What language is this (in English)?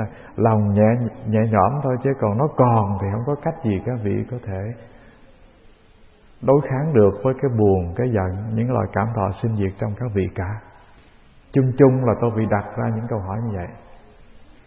Vietnamese